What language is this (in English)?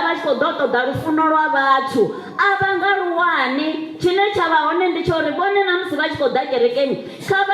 Venda